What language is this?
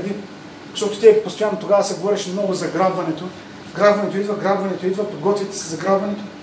Bulgarian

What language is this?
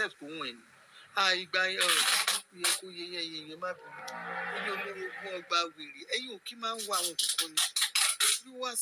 Yoruba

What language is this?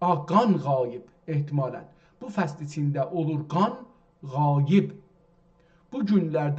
South Azerbaijani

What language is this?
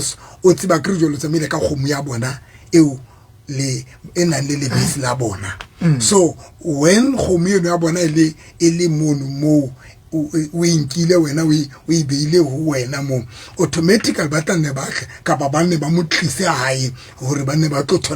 Southern Sotho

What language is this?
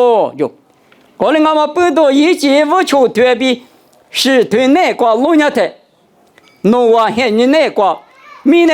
Lisu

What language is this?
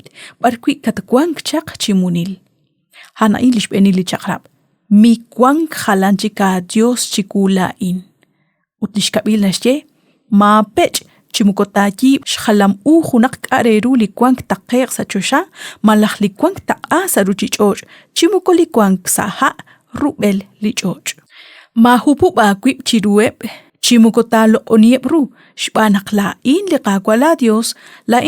Kekchí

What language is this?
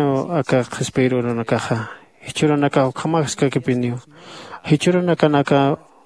Aymara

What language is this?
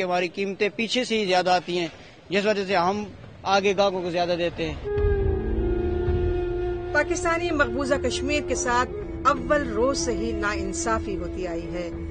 Urdu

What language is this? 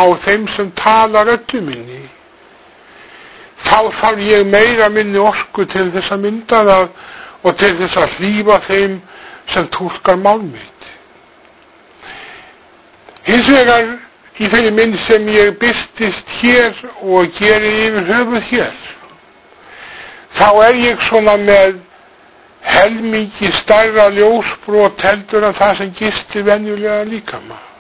Icelandic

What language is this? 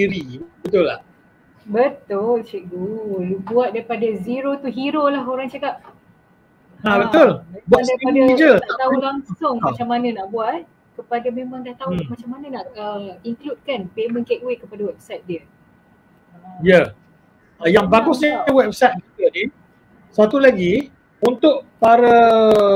Malay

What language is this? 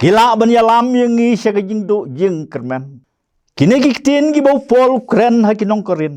Khasi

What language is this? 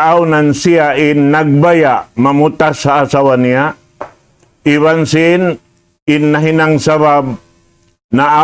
Tausug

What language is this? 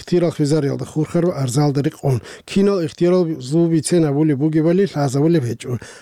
Avaric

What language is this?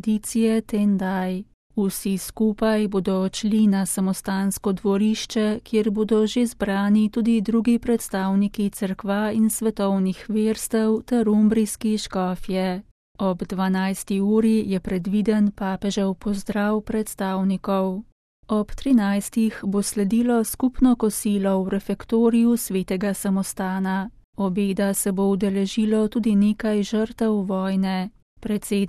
Slovenian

